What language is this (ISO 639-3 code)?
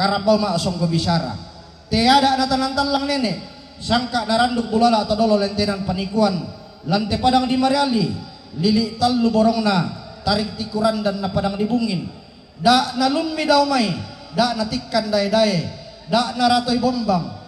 sda